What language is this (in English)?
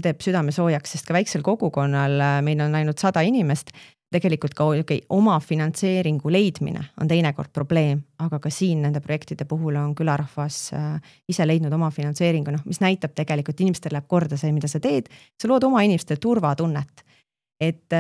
Estonian